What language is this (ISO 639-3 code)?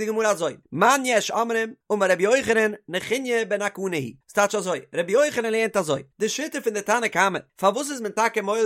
yid